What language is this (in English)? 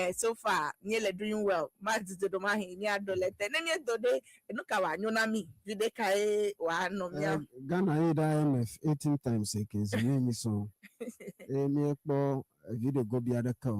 Ewe